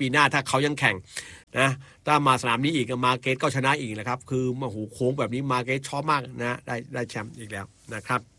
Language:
Thai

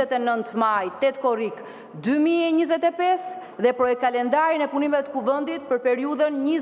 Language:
Albanian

